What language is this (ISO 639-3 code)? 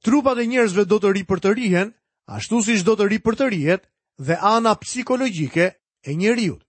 sqi